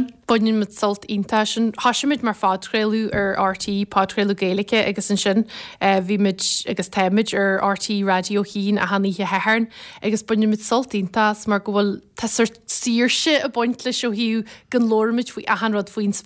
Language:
Irish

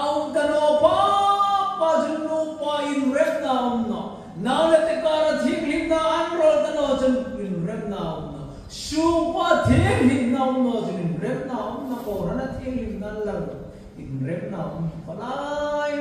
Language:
Hmar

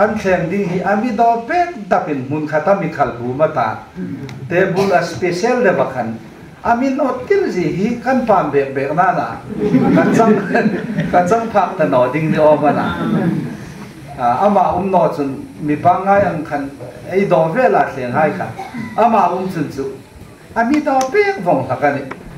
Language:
Hmar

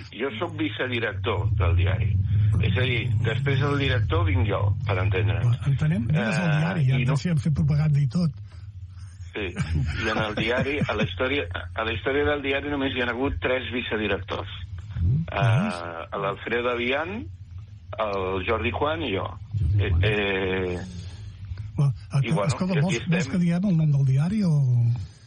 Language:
Catalan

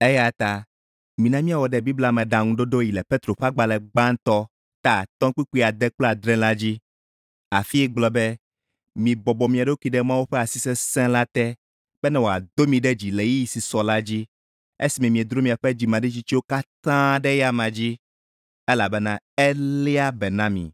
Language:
Ewe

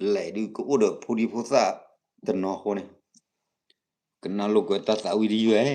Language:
S'gaw Karen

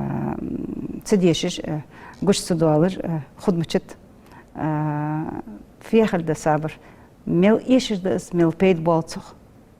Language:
Ingush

